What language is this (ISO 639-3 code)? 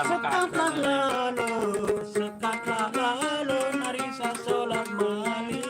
sas